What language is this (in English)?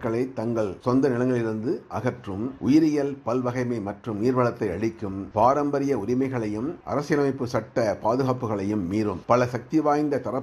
Tamil